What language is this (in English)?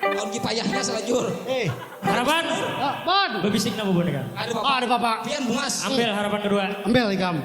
Banjar